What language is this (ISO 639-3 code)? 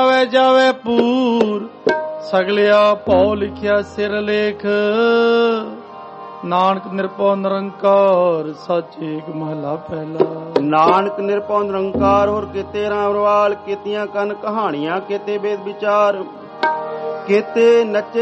pan